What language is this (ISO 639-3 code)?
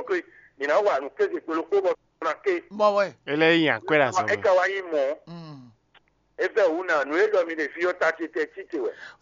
fon